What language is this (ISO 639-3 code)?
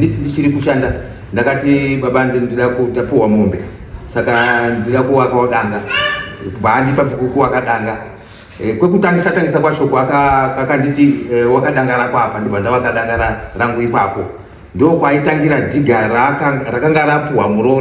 sna